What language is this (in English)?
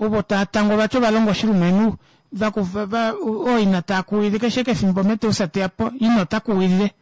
Kuanyama